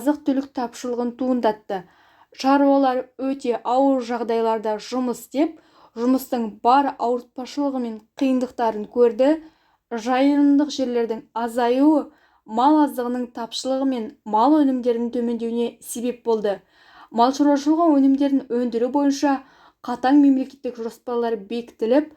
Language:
Kazakh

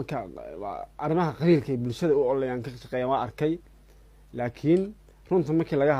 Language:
Somali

